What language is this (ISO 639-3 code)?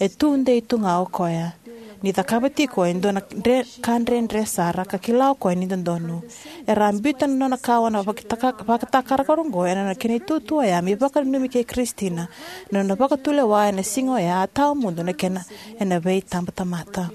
fij